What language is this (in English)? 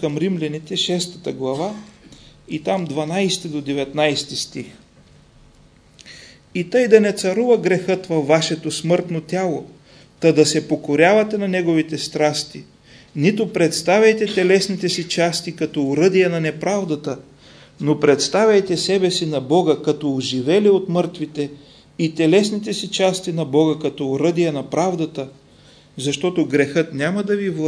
Bulgarian